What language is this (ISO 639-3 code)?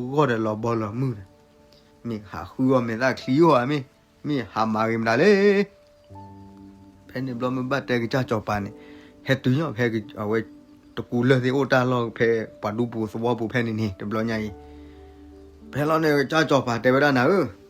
ksw